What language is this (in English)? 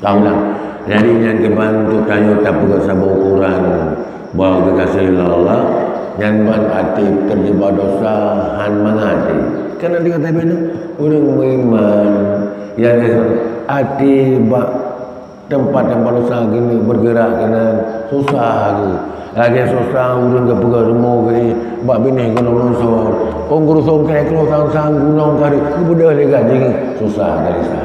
Achinese